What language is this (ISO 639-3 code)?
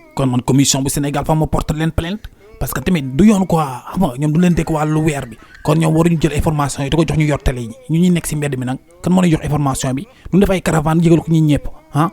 wol